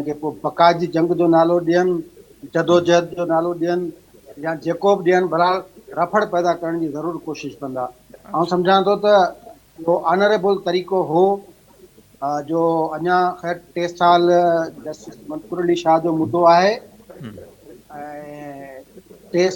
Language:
Sindhi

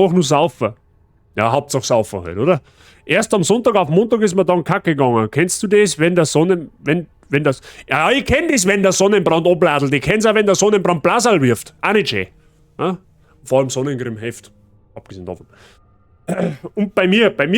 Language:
Bavarian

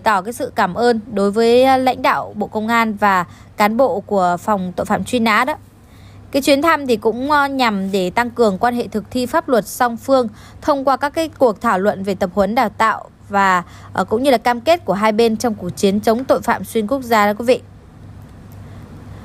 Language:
Vietnamese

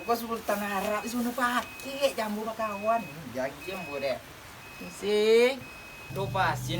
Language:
Minangkabau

